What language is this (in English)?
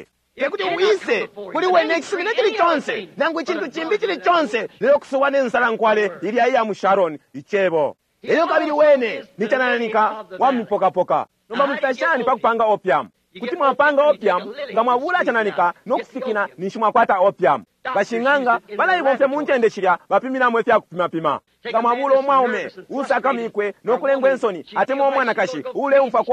Bemba